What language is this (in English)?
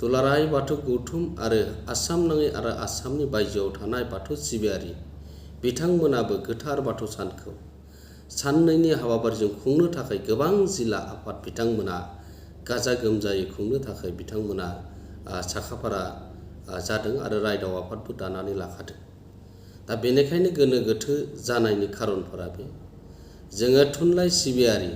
Bodo